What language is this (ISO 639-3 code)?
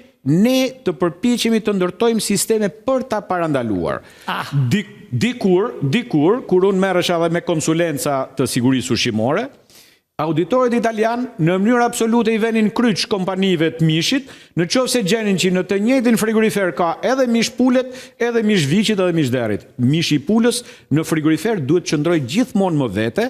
sqi